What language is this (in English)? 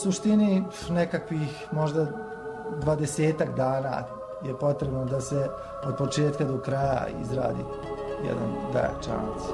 Croatian